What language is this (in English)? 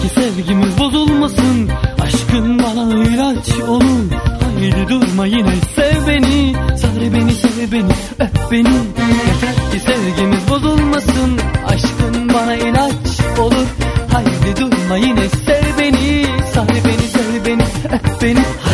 Turkish